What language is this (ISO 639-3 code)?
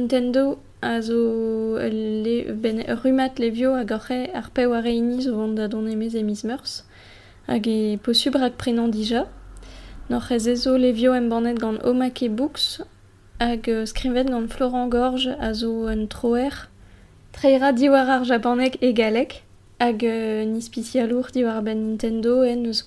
bre